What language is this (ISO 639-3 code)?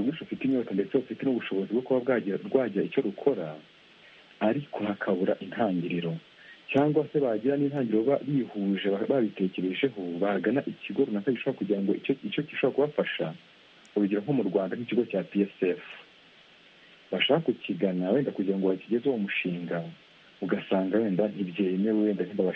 kin